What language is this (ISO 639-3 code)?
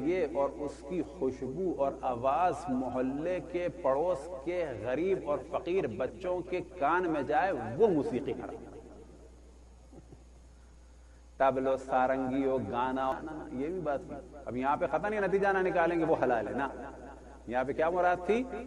urd